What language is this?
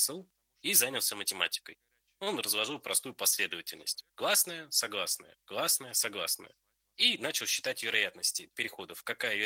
Russian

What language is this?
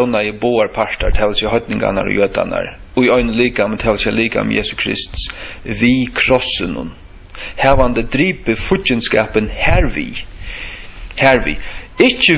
Faroese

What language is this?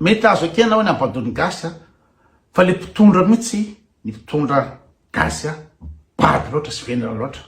Malagasy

